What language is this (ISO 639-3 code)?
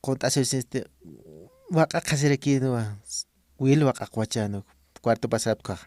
aym